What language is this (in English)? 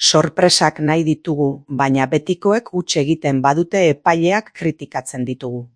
Basque